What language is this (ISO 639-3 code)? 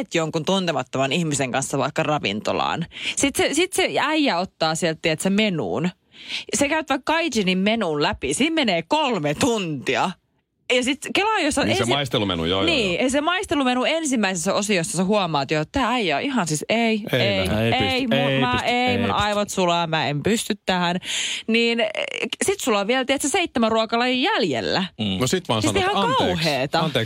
fin